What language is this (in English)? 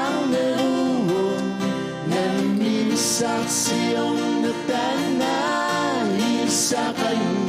Kalaallisut